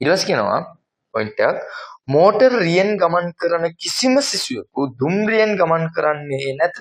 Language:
Sinhala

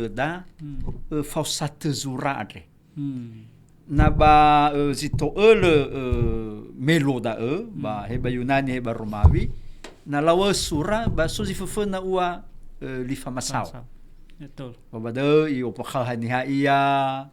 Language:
Nias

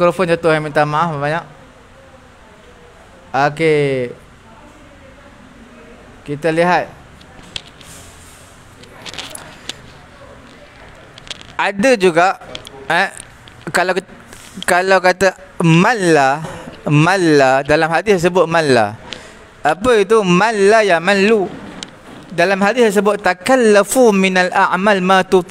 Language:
Malay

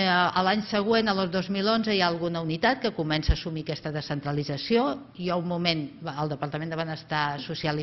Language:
Catalan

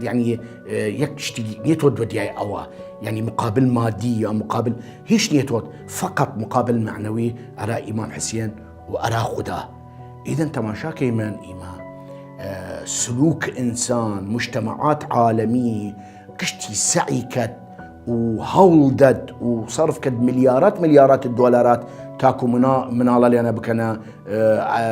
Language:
Southern Kurdish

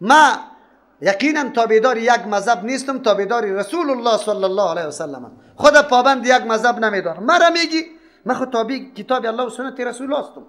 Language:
Persian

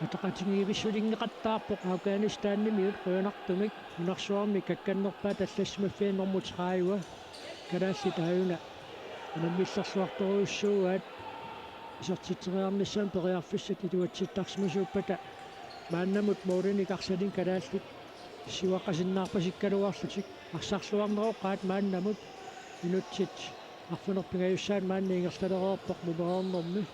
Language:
Kalaallisut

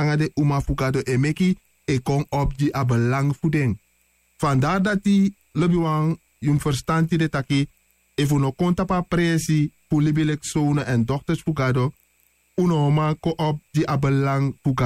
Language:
Sranan Tongo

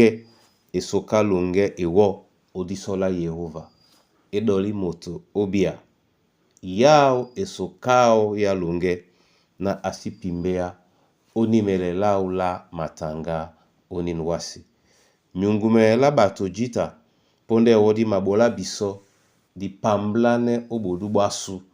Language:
Duala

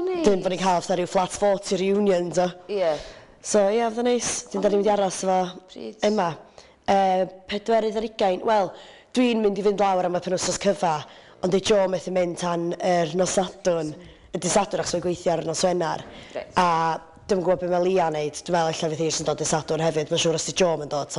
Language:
Welsh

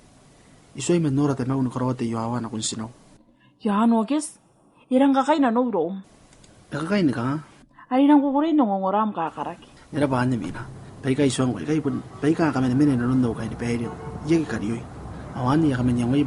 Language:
Gilbertese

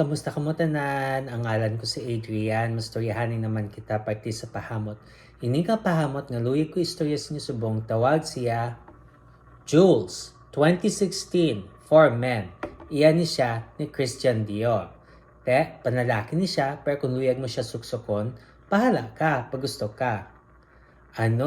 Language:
Hiligaynon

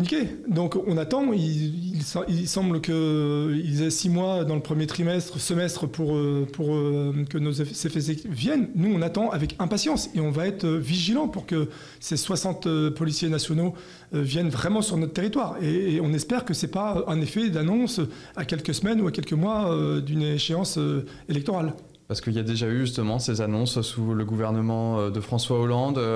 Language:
French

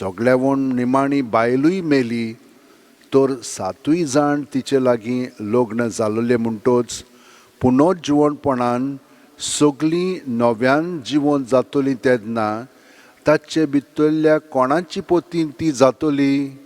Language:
Konkani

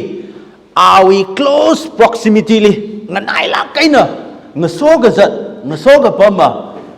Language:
Tangkhul Naga (India)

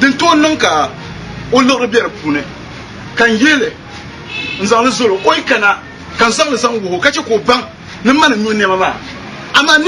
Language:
Dagbani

